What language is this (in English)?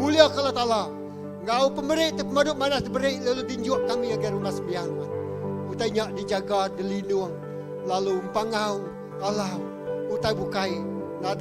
Iban